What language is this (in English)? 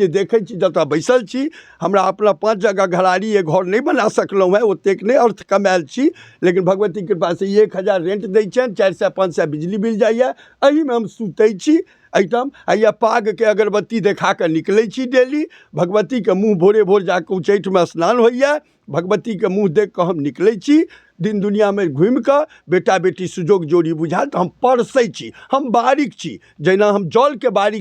Maithili